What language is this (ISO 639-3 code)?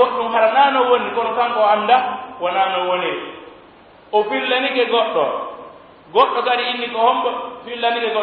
fuf